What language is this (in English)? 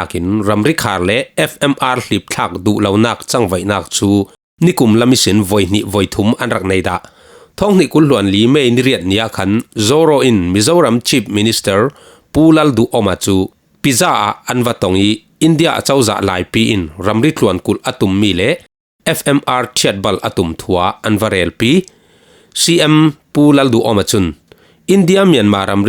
Falam Chin